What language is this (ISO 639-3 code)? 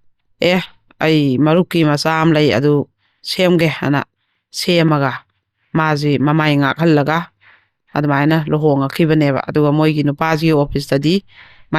mni